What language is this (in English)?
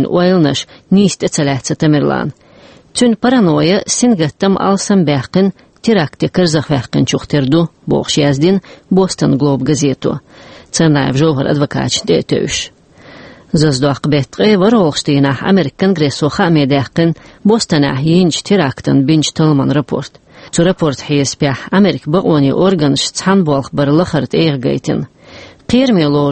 Chechen